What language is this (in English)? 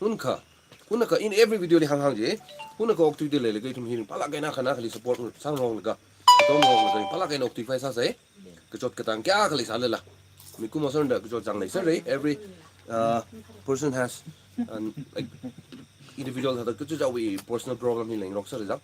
Tangkhul Naga (India)